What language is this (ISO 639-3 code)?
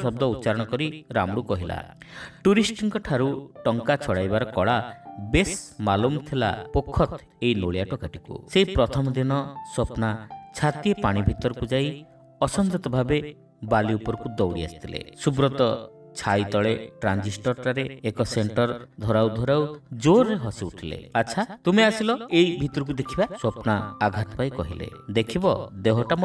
ori